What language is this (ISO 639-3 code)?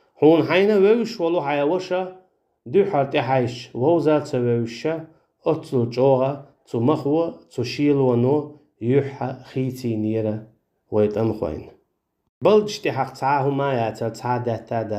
che